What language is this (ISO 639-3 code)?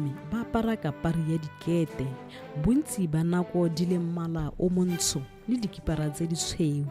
tsn